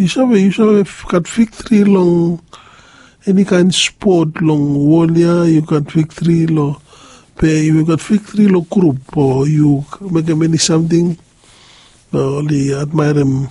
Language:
Bislama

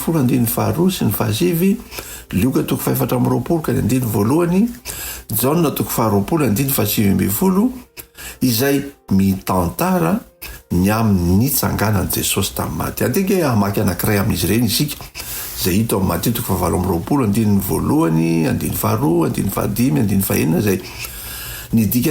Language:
Malagasy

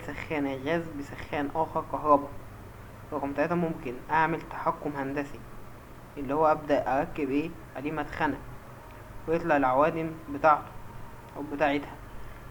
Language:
Egyptian Arabic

